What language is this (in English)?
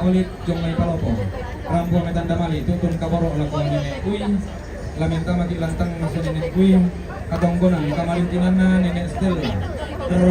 Toraja-Sa'dan